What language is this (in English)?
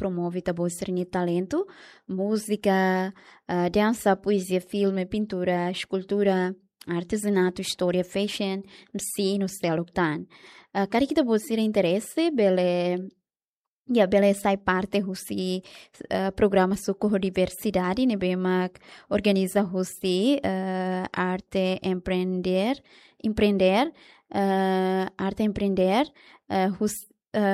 Tetum